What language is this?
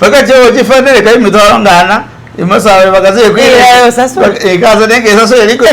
Masaaba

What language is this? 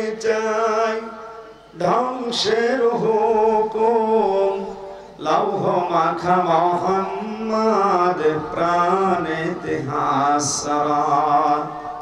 Bangla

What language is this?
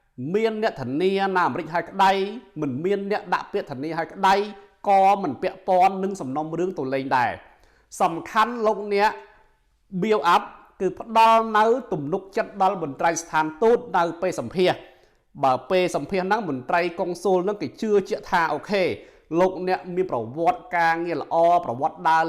Khmer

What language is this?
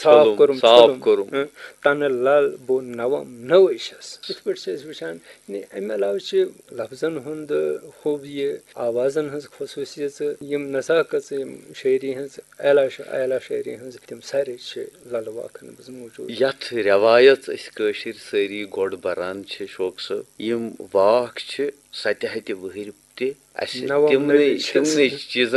Kashmiri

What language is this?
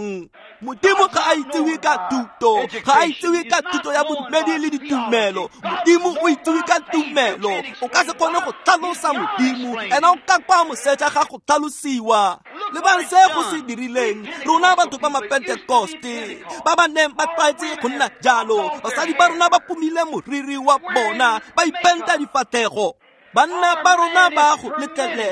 Tswana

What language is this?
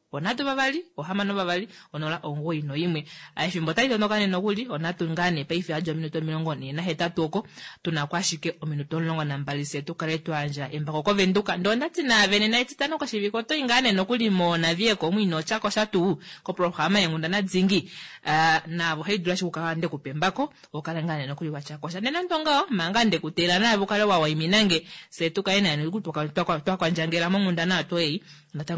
Kuanyama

